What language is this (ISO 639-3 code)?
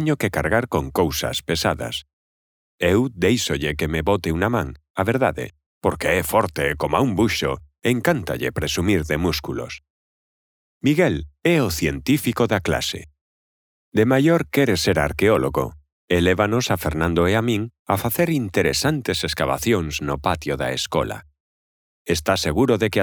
glg